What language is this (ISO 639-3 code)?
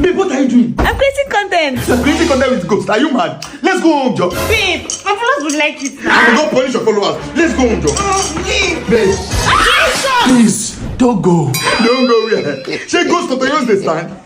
pcm